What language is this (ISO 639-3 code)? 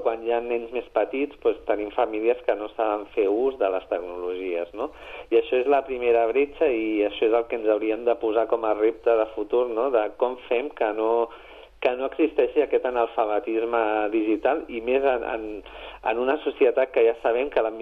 cat